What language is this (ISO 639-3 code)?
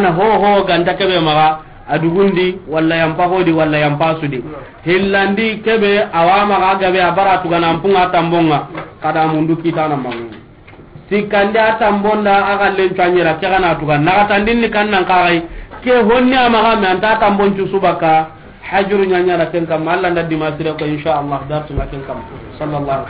snk